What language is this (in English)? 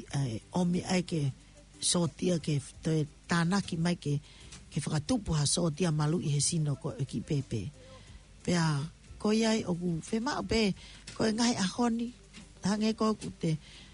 Tongan